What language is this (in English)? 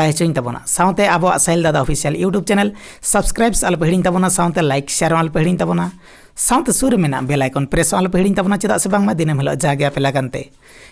Santali